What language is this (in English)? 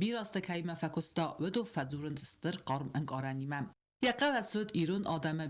Ossetic